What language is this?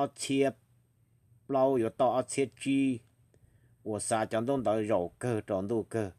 Hmong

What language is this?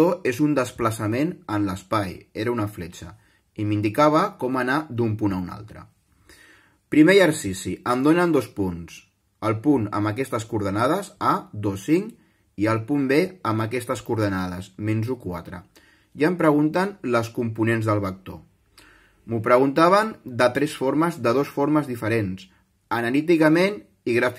Catalan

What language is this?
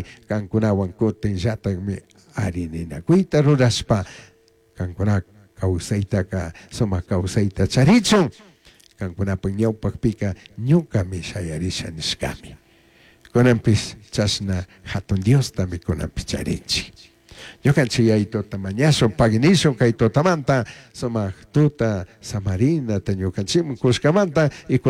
Chimborazo Highland Quichua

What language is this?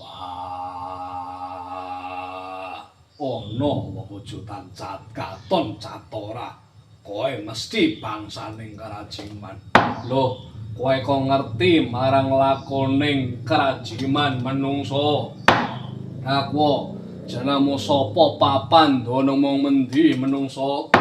Javanese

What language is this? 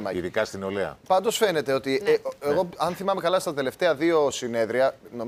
Greek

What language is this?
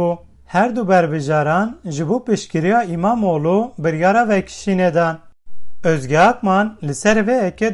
Kurdish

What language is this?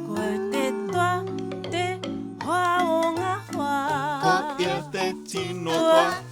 Māori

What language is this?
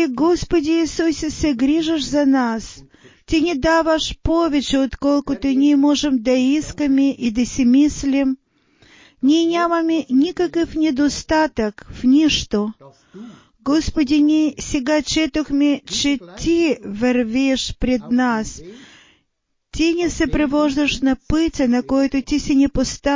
Bulgarian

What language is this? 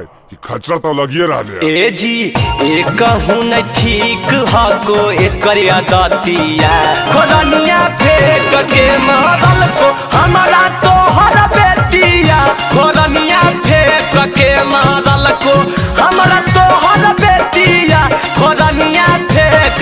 Magahi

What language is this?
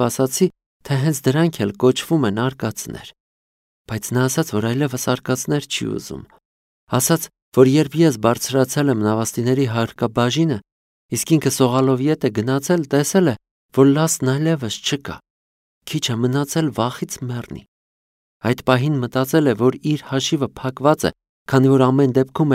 Armenian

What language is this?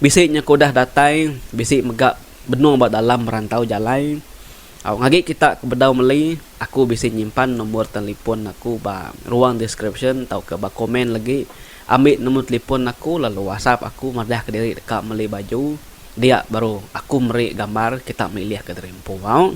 Iban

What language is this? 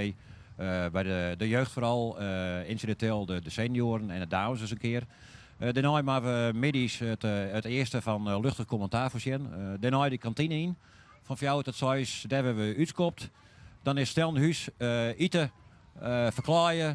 Western Frisian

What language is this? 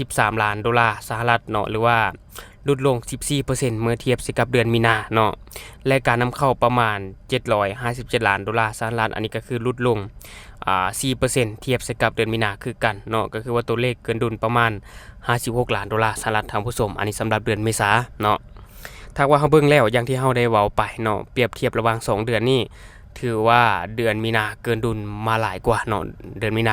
Lao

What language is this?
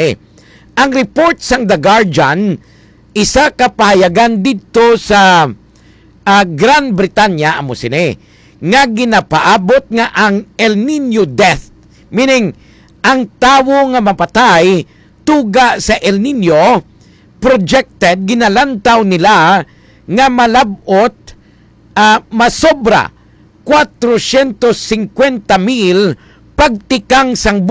Hiligaynon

